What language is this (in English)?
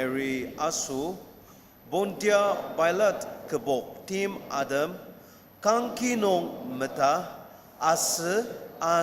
Ao Naga